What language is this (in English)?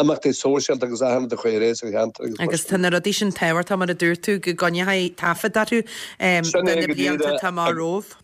Irish